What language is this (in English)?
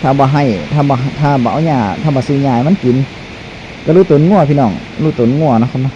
Northeastern Thai